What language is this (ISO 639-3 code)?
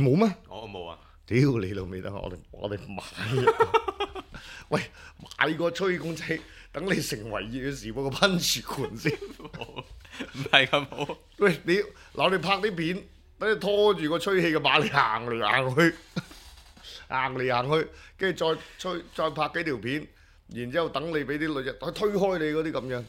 yue